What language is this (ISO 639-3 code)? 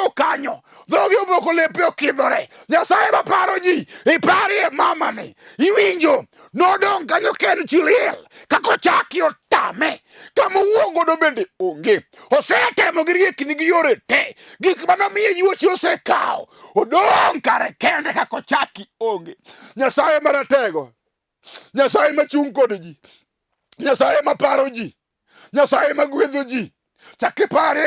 luo